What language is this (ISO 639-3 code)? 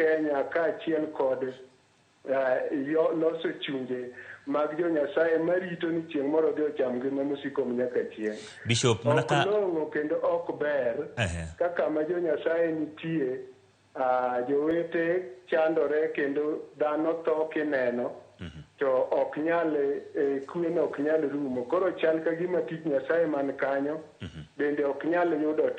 luo